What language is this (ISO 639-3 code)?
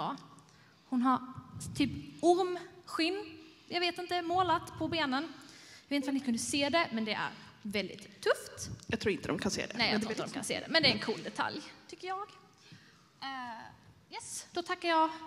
swe